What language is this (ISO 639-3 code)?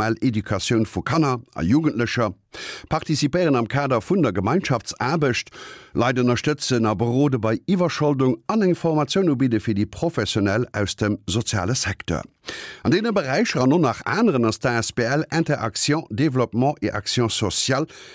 ltz